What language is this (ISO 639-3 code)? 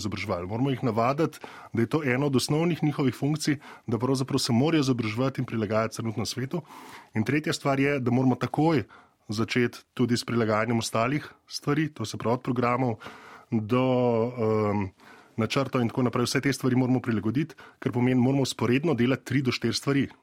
slv